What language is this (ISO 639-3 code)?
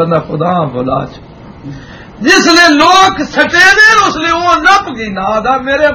lah